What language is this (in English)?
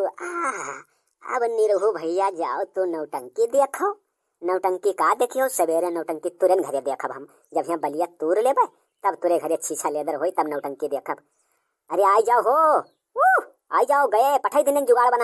Awadhi